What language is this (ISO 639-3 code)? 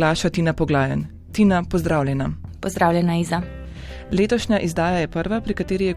slv